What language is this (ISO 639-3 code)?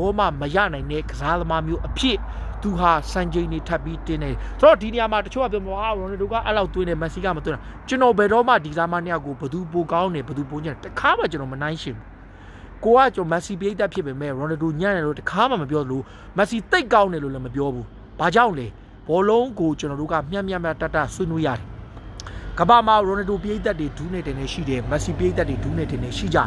mya